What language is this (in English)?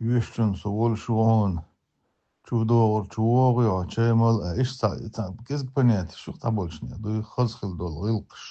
Chechen